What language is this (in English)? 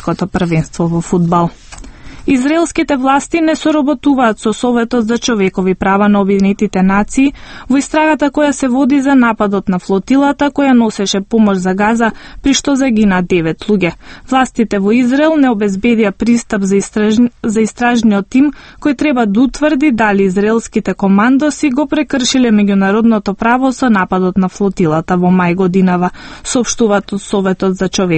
Macedonian